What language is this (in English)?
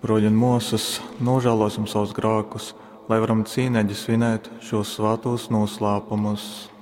Latgalian